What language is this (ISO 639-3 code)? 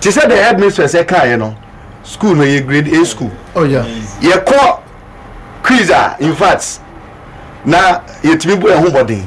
aka